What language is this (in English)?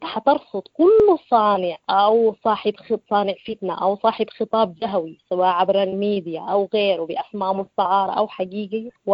Sudanese Arabic